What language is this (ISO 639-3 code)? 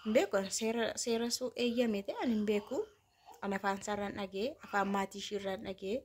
orm